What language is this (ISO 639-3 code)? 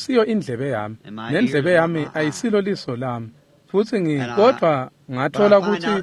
ssw